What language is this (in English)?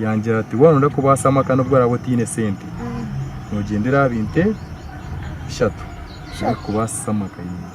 Nyankole